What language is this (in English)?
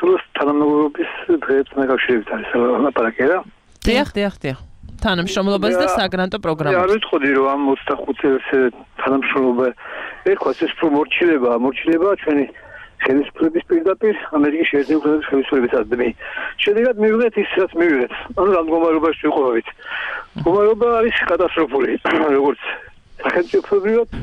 Georgian